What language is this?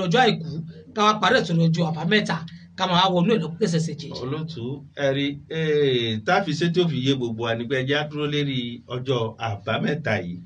Yoruba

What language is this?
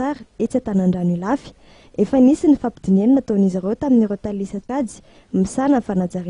Malagasy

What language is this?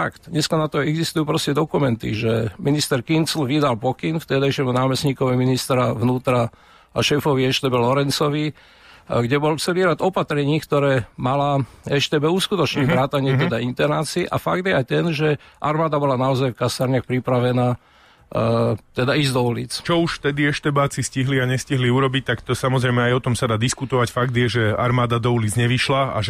Slovak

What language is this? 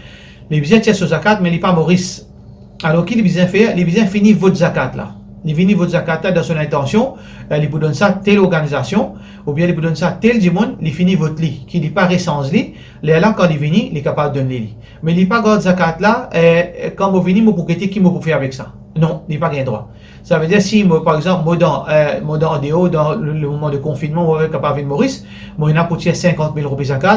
Morisyen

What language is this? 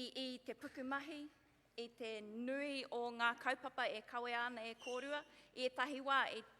Māori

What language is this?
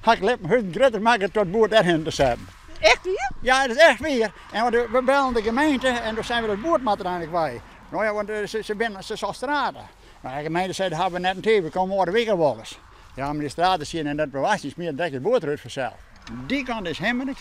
Western Frisian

